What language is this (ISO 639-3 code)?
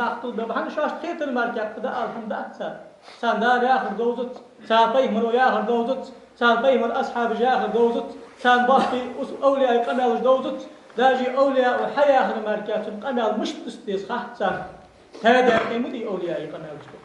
inh